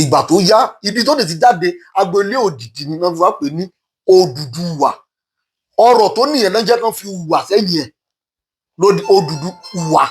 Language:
Yoruba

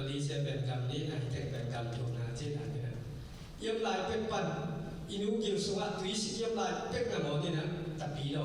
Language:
Tedim Chin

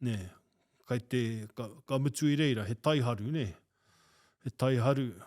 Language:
Māori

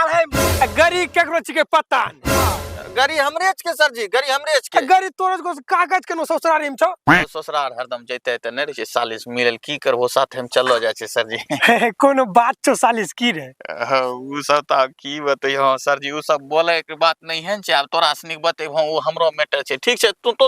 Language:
Angika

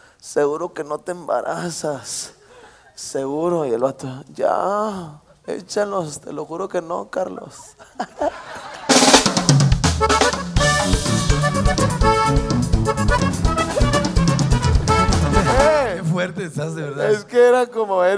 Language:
Spanish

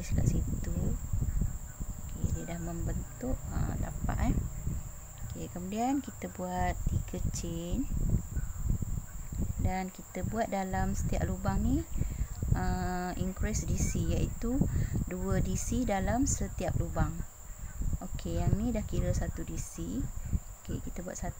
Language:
Malay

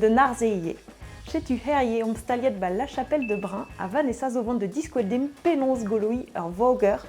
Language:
Breton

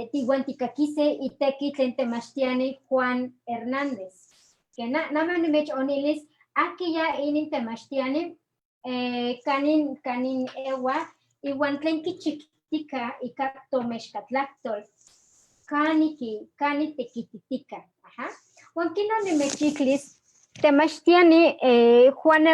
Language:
Eastern Huasteca Nahuatl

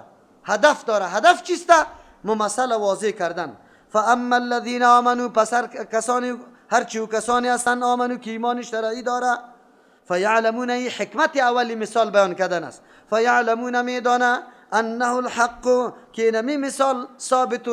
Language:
Persian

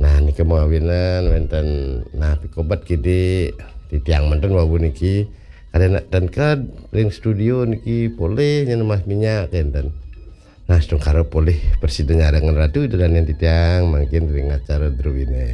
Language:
Balinese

